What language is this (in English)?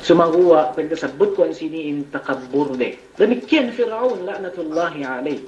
Yakan